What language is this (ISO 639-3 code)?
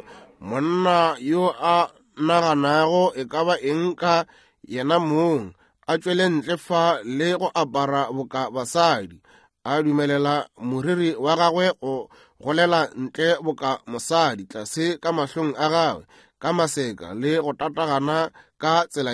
nso